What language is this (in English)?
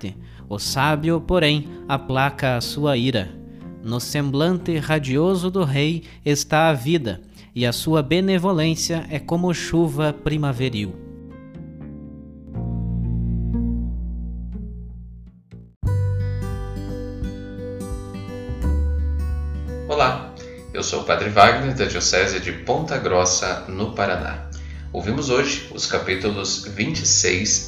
Portuguese